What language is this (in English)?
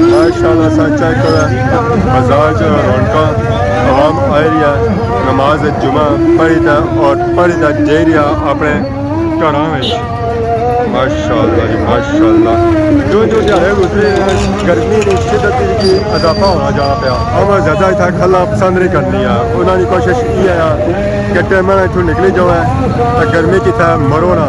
Pahari-Potwari